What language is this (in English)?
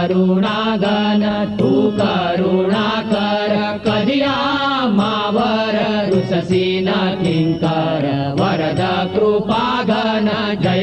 Marathi